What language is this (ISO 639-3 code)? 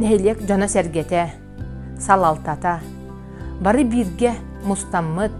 sah